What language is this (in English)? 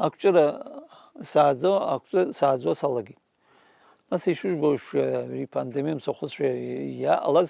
Abkhazian